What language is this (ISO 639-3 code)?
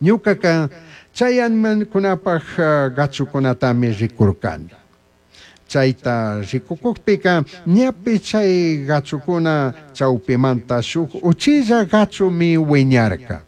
qug